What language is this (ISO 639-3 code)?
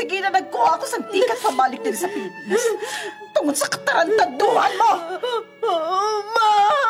hil